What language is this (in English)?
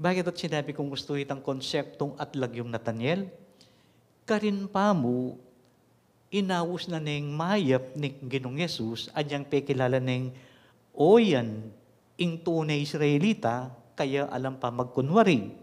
Pampanga